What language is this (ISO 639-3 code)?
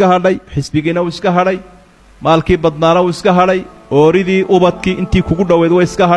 som